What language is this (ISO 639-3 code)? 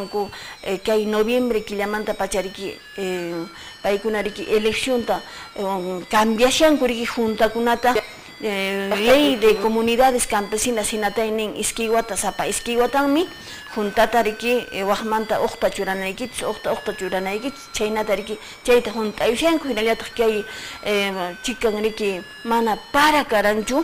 que